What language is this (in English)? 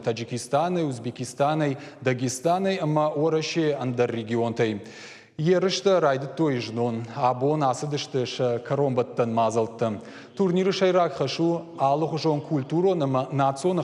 Ossetic